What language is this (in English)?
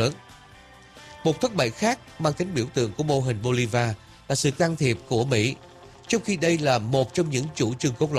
Vietnamese